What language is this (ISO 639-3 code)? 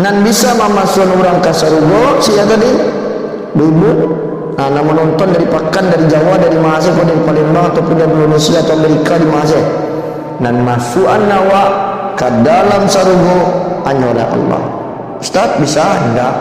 min